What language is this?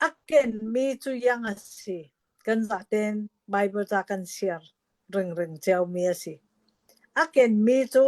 Hakha Chin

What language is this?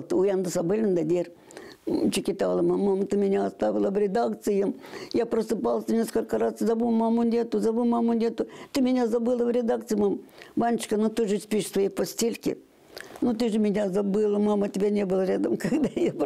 Gagauz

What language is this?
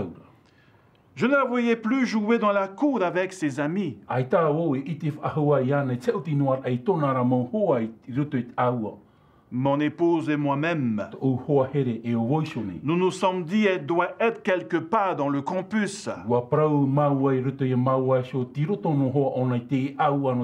Tahitian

